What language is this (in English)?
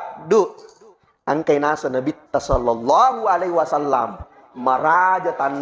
Buginese